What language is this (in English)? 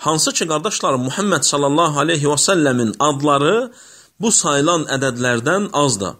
Azerbaijani